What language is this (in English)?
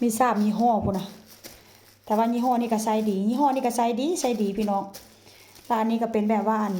Northeastern Thai